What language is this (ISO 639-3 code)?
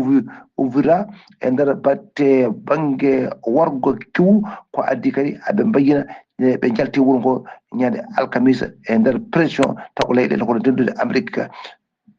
ful